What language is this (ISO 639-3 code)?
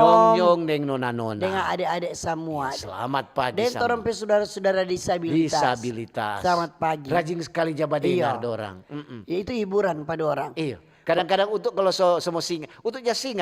xmm